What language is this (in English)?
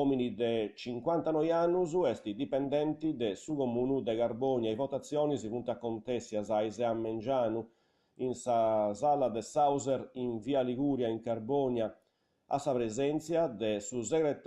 Sardinian